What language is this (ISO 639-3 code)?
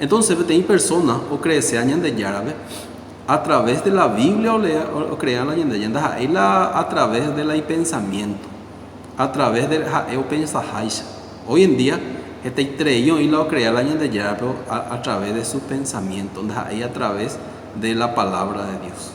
grn